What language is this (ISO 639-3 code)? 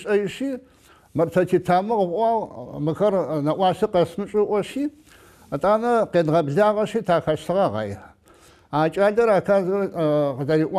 ady